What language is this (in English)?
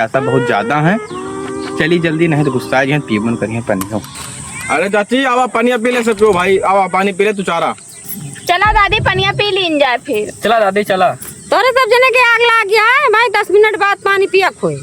Awadhi